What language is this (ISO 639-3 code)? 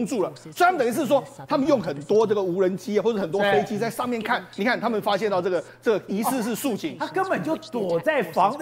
zho